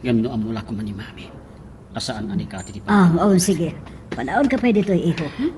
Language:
Iloko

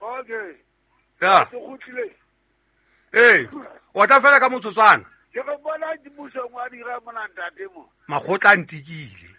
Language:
Southern Sotho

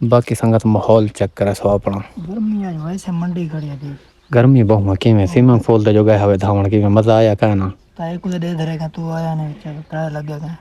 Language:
Saraiki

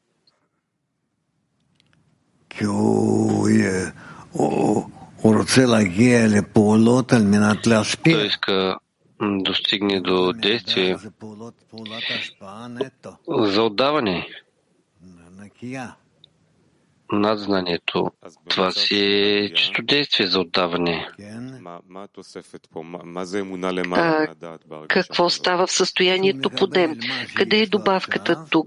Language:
Bulgarian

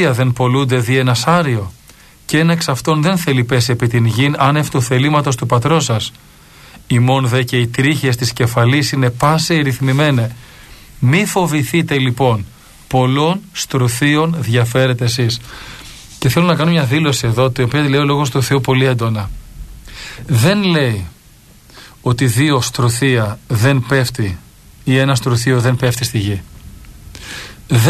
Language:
Greek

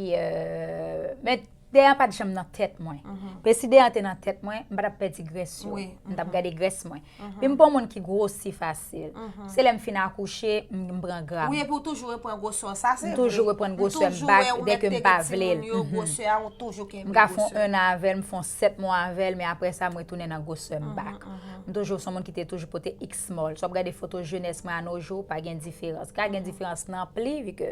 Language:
Haitian Creole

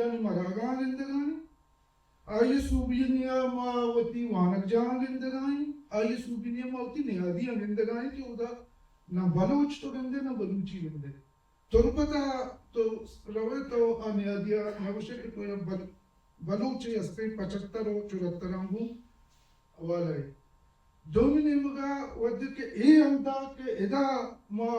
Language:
Baluchi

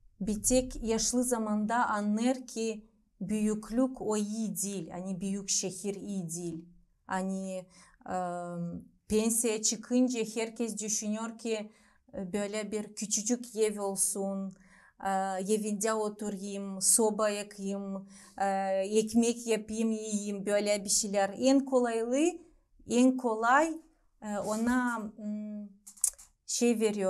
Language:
Gagauz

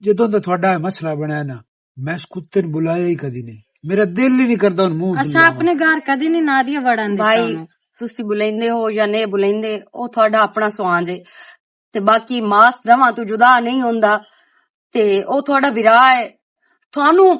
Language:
Western Panjabi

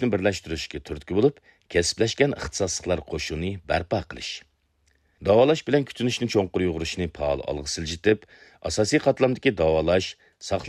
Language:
Uyghur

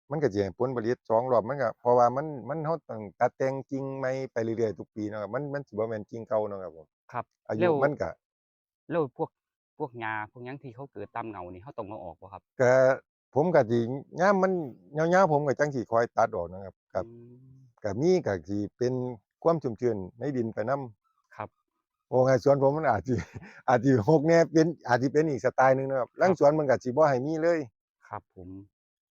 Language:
Northeastern Thai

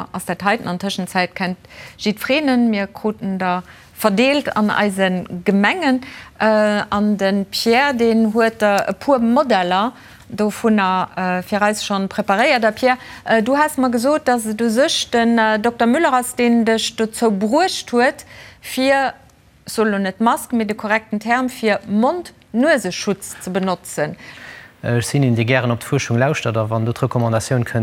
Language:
Luxembourgish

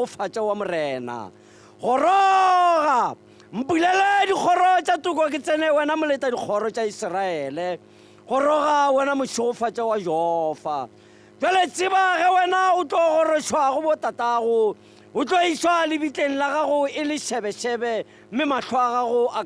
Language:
Tswana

